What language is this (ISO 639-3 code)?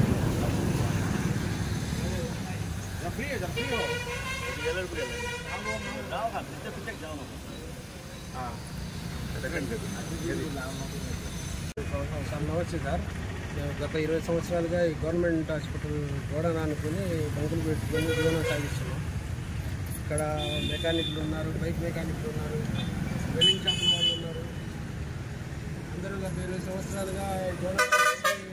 tel